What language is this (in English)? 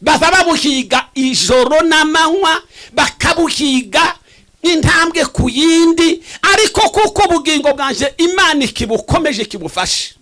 Kinyarwanda